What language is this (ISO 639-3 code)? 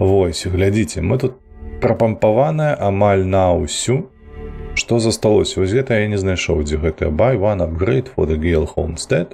bel